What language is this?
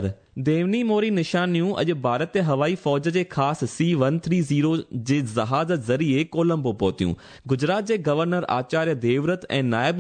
Sindhi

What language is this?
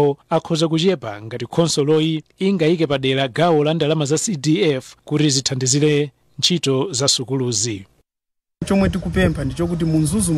Nyanja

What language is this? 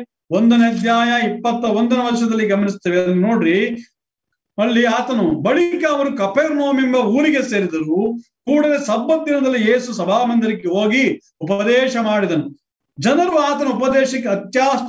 Kannada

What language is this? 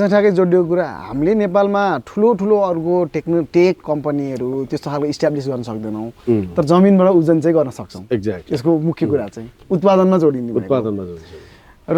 Nepali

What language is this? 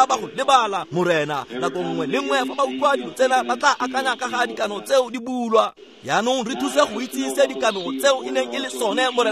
Tswana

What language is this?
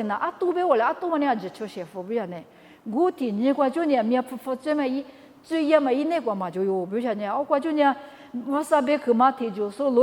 Lisu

